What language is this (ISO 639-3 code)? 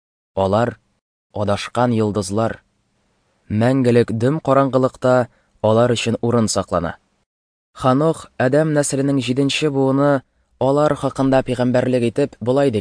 tat